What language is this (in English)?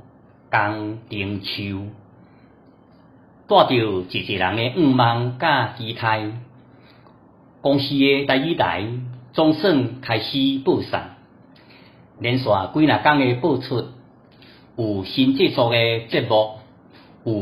Min Nan Chinese